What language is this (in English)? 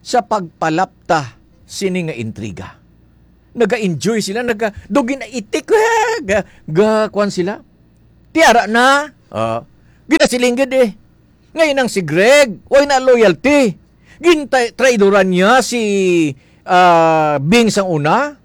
Hiligaynon